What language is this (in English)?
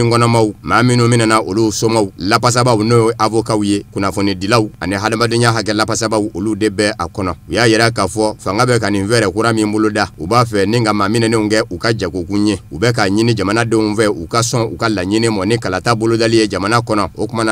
Bambara